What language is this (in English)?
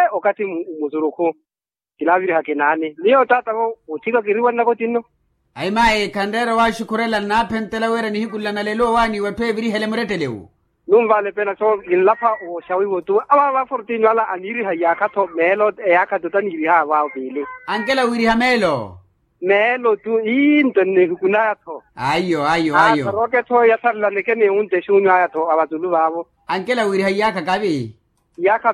Makhuwa